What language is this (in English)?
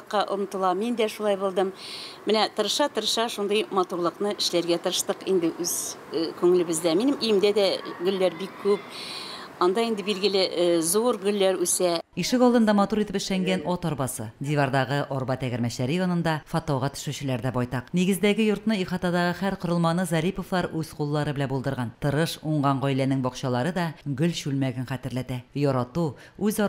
Tatar